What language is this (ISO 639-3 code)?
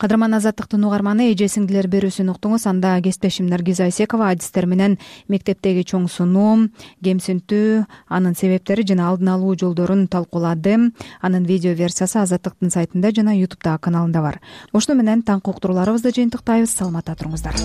kir